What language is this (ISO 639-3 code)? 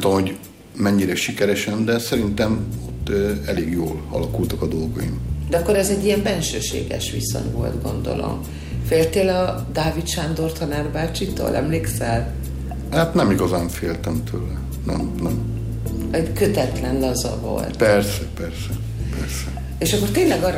hun